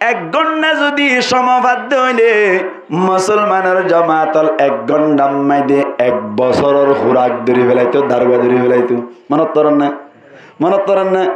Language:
Rohingya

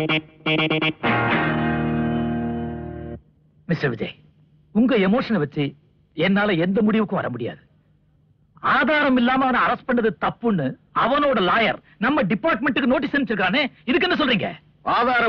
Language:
Tamil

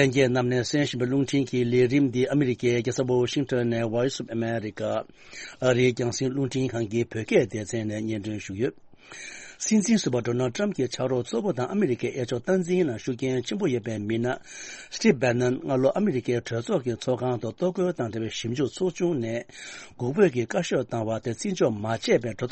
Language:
Tibetan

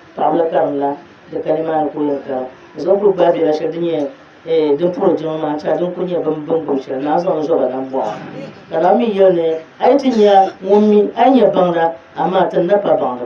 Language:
Dagbani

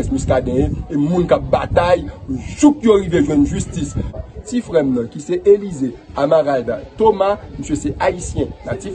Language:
Haitian Creole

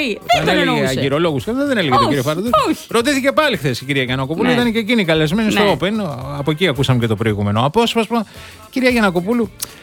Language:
Greek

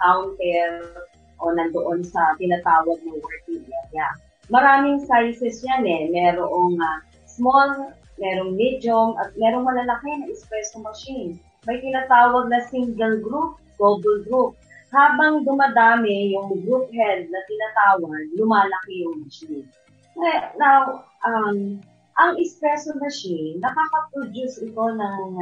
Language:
Filipino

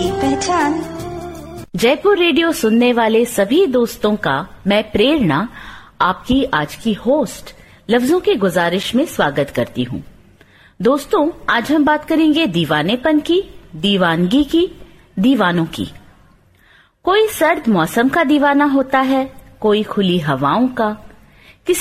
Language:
Hindi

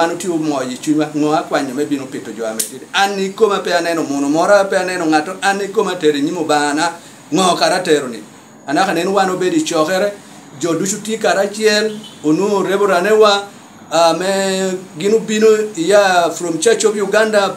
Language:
Lango (Uganda)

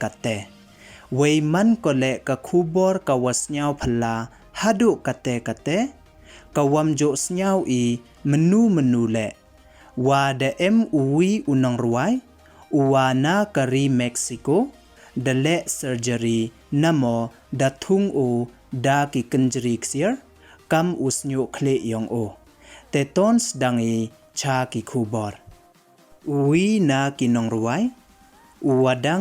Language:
Pnar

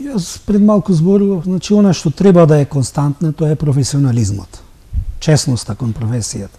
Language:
Macedonian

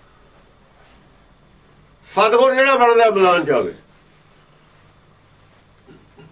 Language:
Punjabi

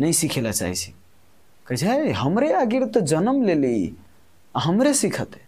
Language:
Maithili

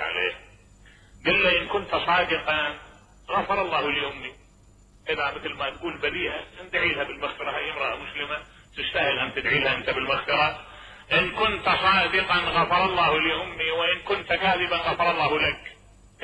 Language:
Mesopotamian Arabic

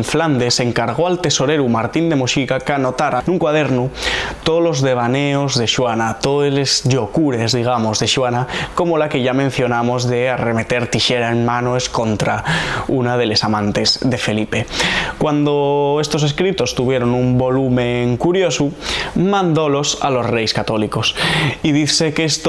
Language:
Asturian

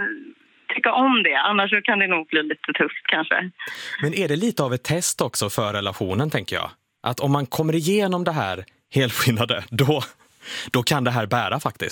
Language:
Swedish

